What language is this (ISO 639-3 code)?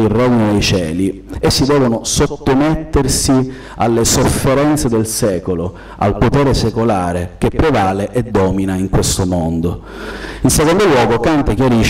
ita